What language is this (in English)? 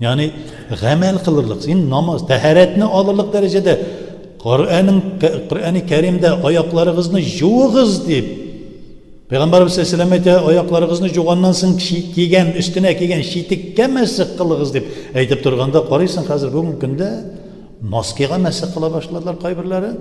Tatar